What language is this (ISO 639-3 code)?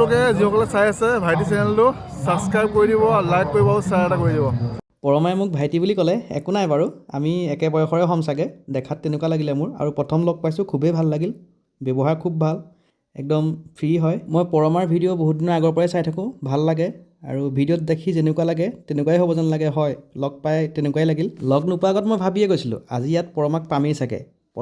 asm